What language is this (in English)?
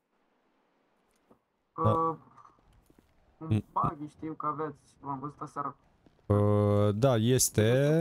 Romanian